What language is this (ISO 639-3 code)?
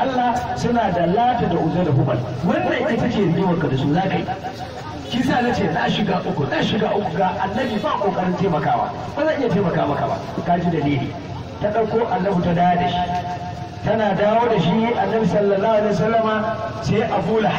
hau